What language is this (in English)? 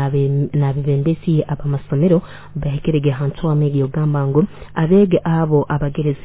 Nyoro